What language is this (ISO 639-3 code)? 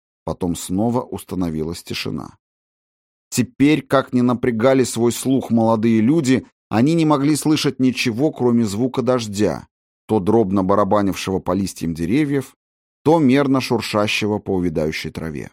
rus